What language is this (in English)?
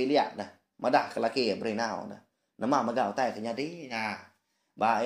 Iban